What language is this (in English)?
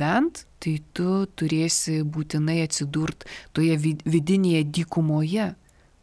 Lithuanian